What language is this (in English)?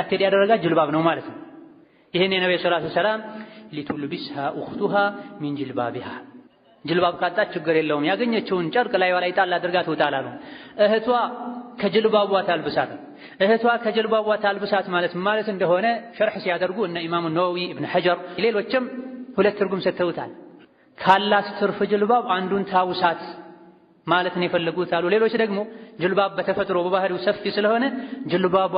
Amharic